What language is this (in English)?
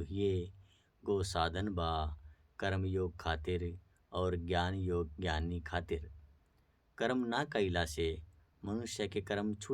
Bhojpuri